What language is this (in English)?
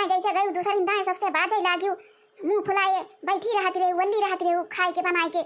Awadhi